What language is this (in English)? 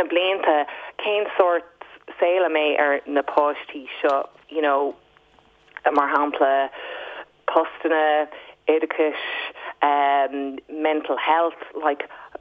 Irish